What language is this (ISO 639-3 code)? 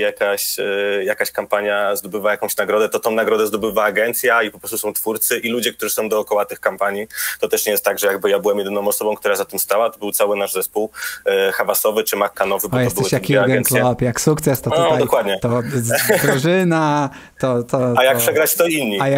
pol